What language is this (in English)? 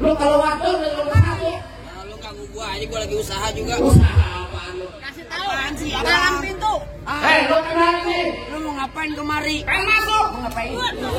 Betawi